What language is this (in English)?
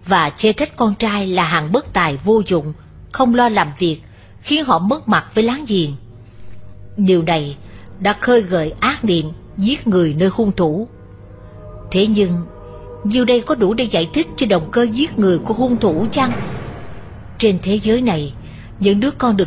Vietnamese